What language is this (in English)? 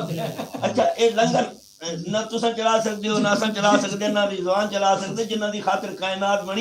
Saraiki